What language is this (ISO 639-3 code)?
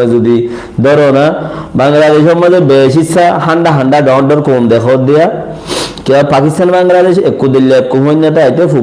rhg